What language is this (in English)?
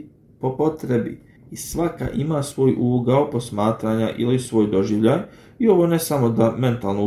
Bosnian